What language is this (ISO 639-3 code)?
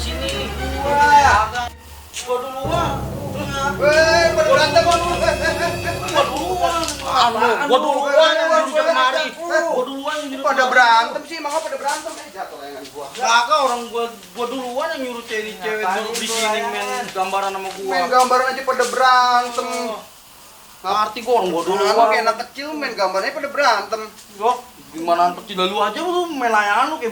bew